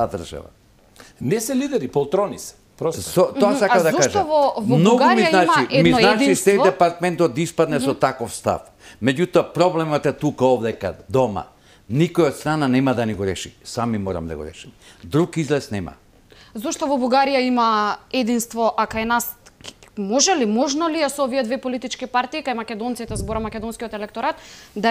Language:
Macedonian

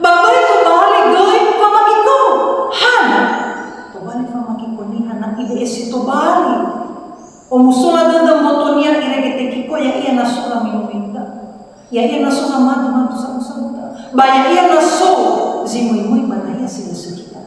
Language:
Nias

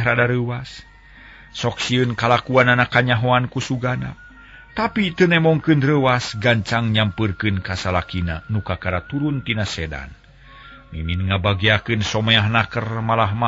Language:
Sundanese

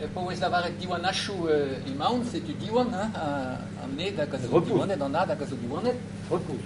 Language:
Breton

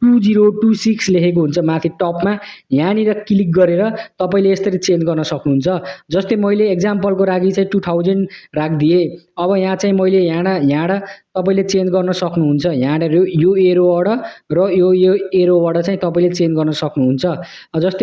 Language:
Nepali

